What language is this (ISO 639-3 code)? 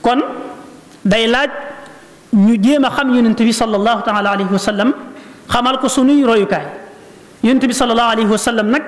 wol